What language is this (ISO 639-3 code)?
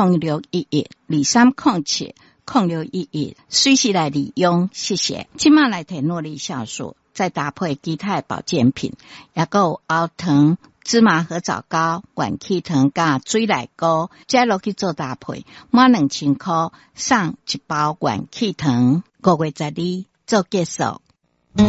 nan